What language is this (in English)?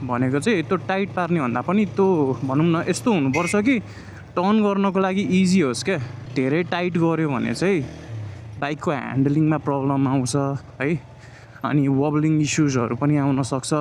Nepali